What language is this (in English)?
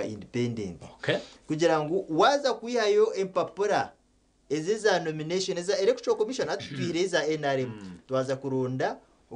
Nyankole